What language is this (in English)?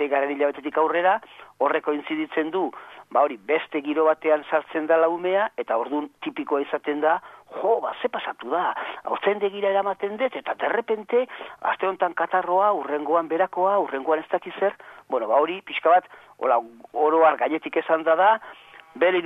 Basque